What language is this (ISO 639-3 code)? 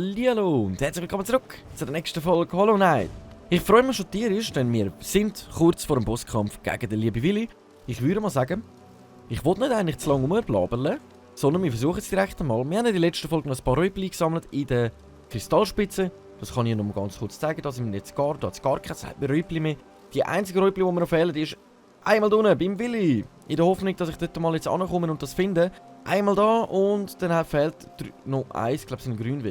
gsw